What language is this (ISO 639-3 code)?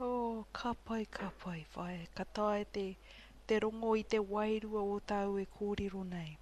mri